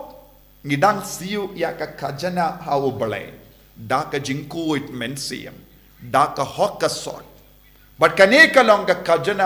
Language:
Khasi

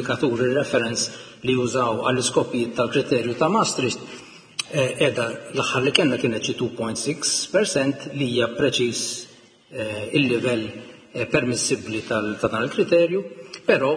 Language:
Maltese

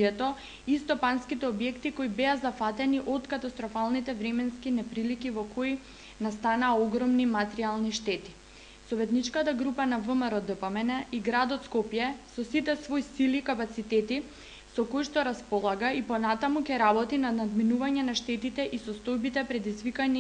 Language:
Macedonian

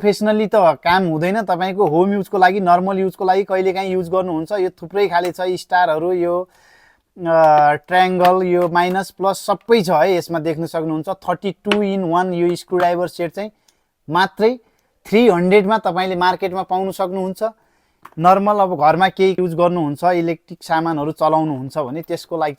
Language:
Nepali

